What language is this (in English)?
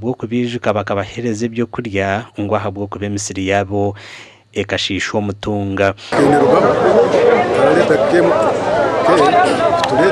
Nyankole